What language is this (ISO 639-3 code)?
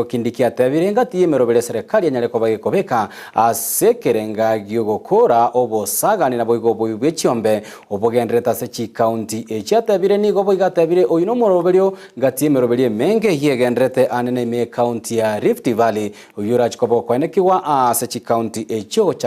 guz